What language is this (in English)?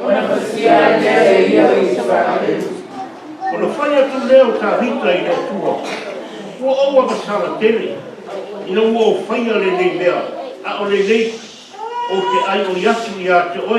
Samoan